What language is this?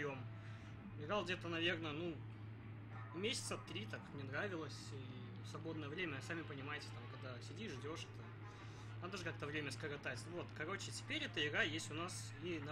Russian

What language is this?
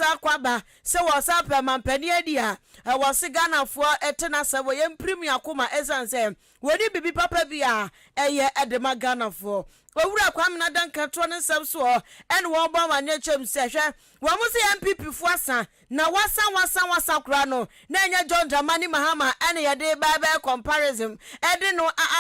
Akan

